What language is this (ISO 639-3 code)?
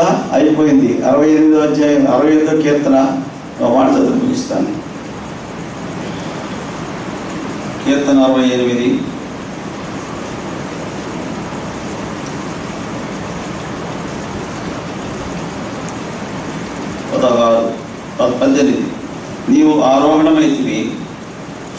tel